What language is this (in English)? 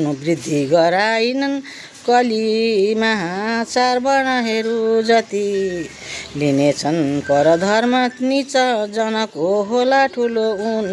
Nepali